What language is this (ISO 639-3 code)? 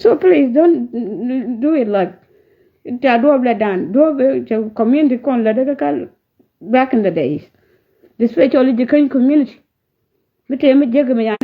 nus